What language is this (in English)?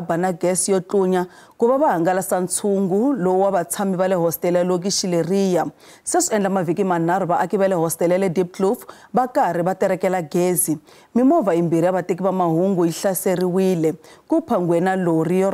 Tsonga